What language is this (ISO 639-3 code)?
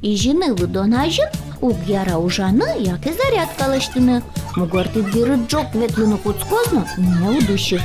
udm